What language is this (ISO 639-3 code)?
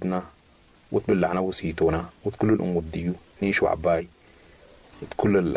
apd